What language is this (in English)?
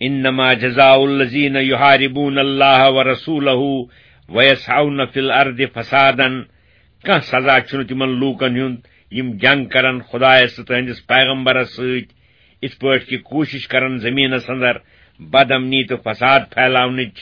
Kashmiri